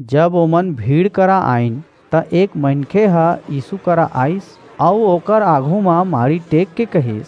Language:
Chhattisgarhi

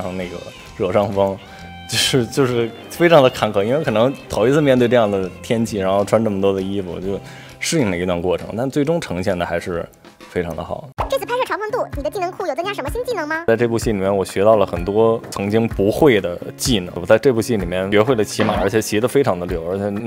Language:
Chinese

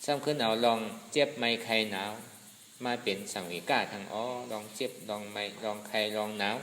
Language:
Shan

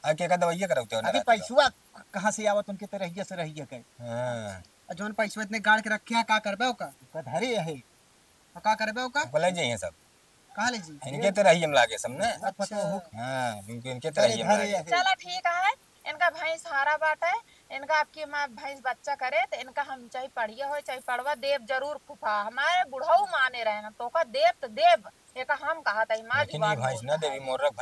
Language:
Awadhi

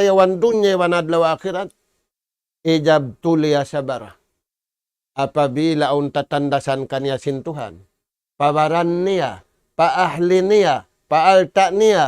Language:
Tausug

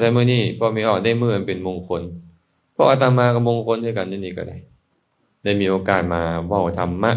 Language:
Lao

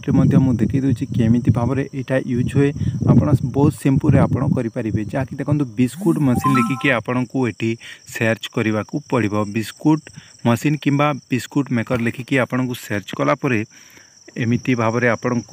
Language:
Odia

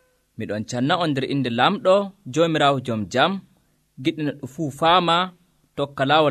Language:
Nigerian Fulfulde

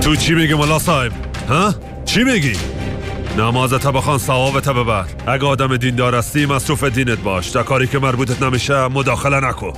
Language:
Persian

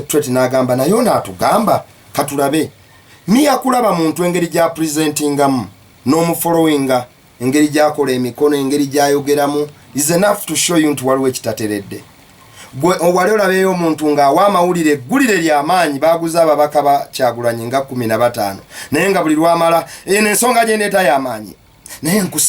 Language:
Ganda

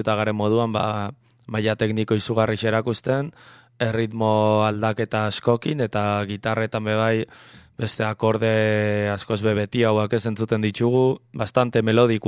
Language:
Basque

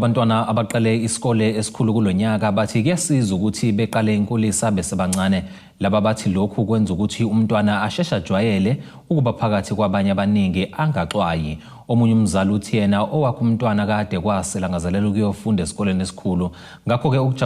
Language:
Zulu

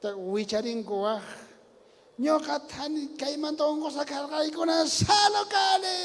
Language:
South Bolivian Quechua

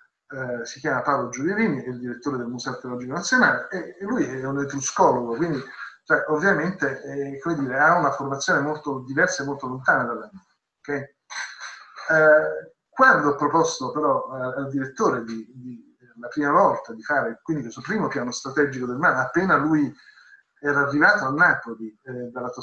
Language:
Italian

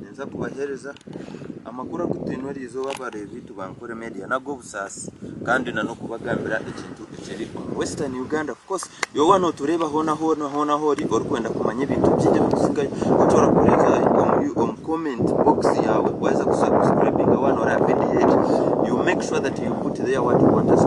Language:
Nyankole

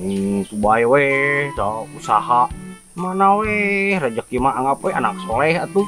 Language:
Sundanese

